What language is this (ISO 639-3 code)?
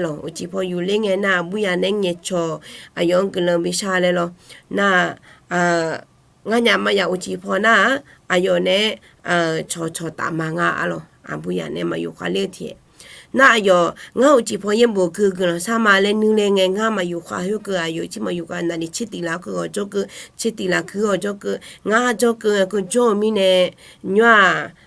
ahk